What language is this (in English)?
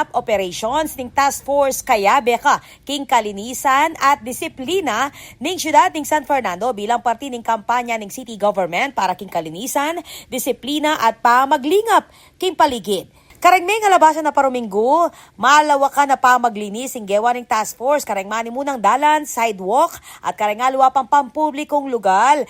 Pampanga